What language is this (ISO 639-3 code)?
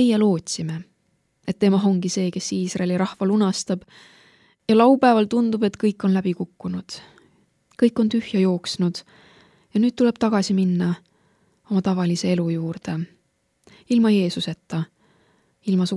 est